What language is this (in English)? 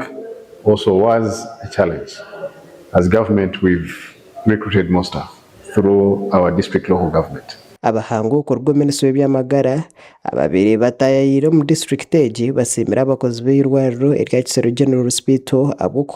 Nyankole